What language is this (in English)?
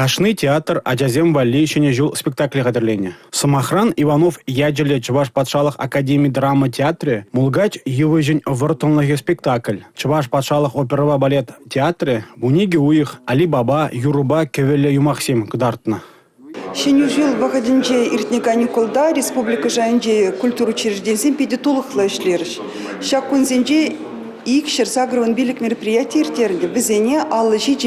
Chuvash